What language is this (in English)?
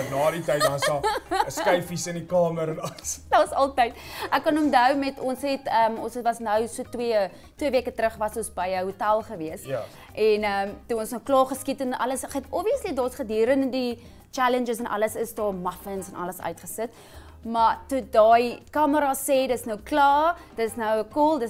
Afrikaans